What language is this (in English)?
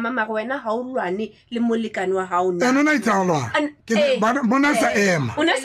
Tswana